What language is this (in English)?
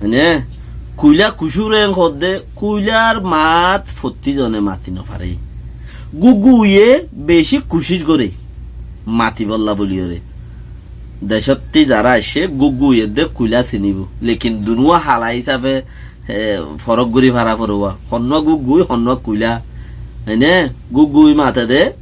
Rohingya